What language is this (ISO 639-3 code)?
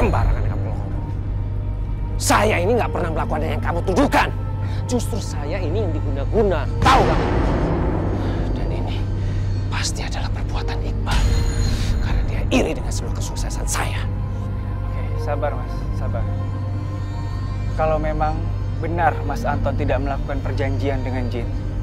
ind